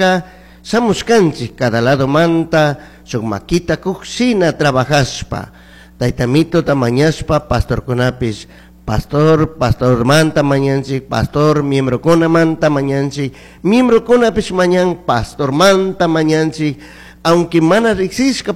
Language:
Chimborazo Highland Quichua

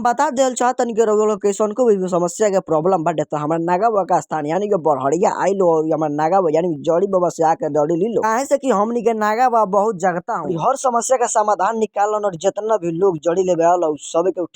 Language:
Bhojpuri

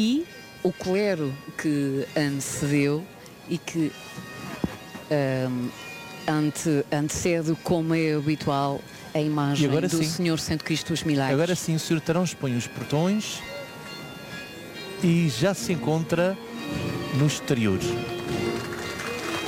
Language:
Portuguese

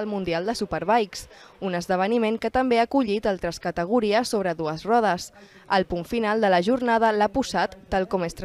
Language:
Catalan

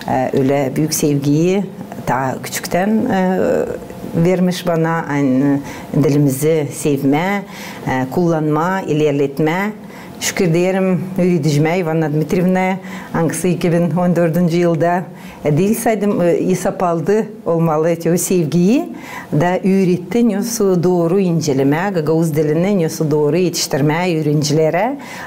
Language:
Gagauz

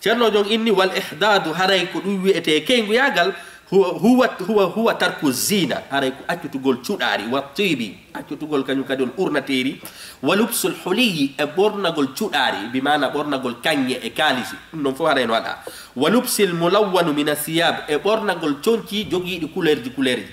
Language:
Fula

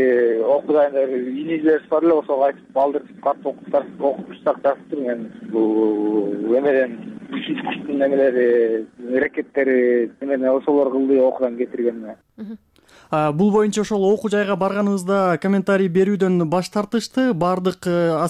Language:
Kyrgyz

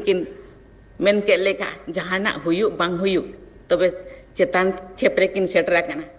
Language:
Santali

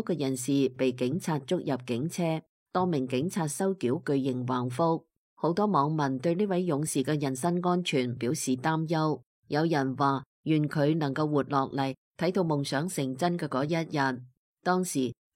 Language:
Cantonese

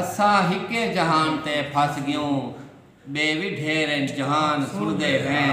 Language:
Saraiki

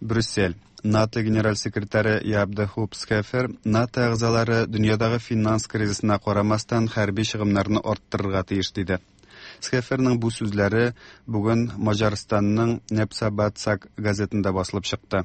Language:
Tatar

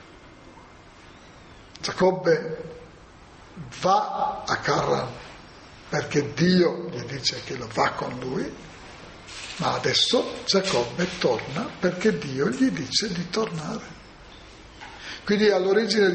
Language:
Italian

